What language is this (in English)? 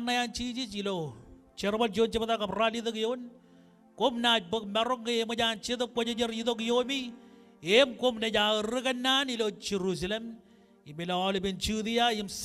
Marshallese